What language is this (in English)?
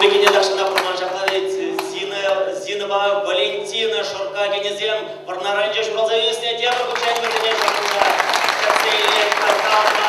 Chuvash